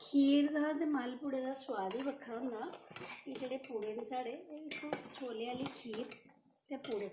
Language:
Dogri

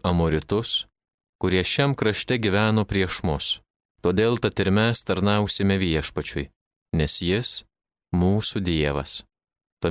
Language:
Lithuanian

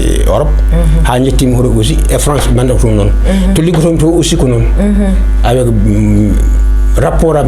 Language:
Fula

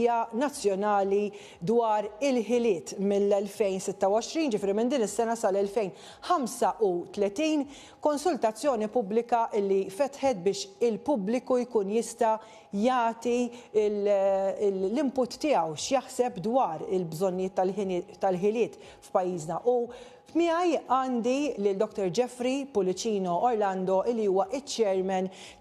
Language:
Maltese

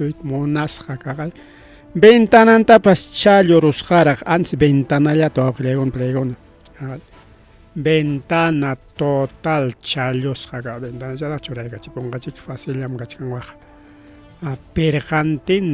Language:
Ayacucho Quechua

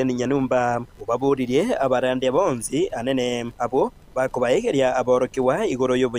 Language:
Gusii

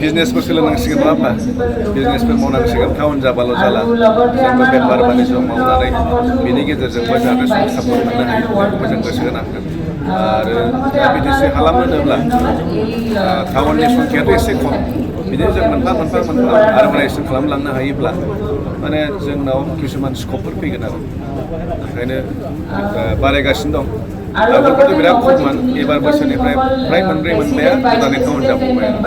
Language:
Bodo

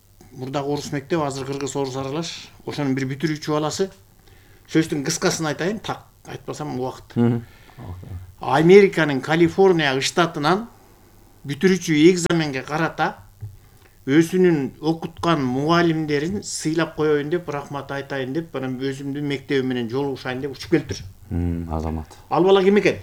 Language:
Kyrgyz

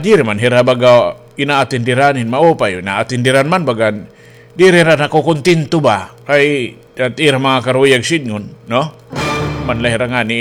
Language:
Waray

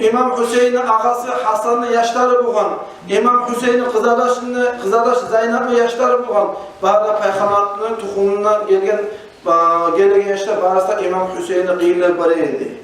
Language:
Kumyk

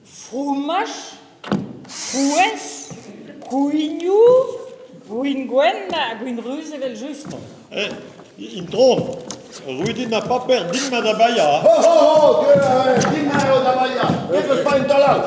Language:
Breton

